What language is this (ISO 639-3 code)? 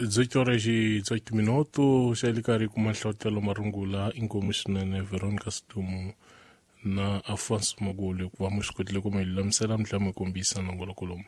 tso